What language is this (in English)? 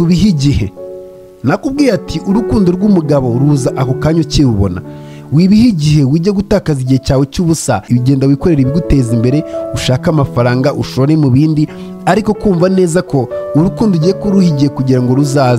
Kinyarwanda